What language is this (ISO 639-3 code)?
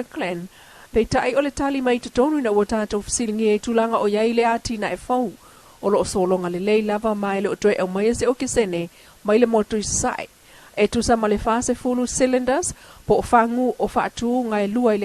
smo